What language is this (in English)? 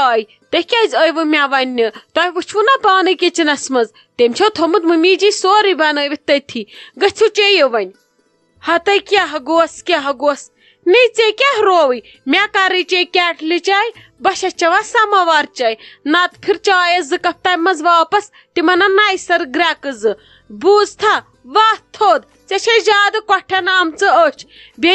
Kashmiri